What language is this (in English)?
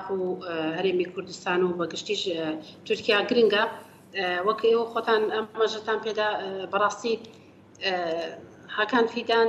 Central Kurdish